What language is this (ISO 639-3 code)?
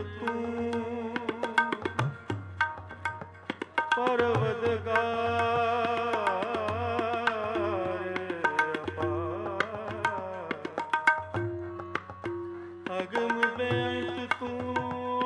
pan